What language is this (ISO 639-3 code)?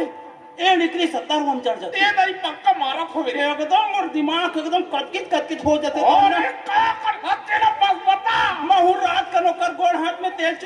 hne